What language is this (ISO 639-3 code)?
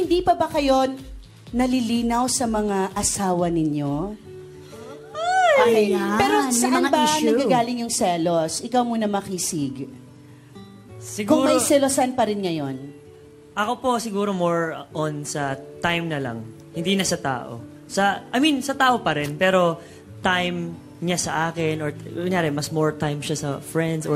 fil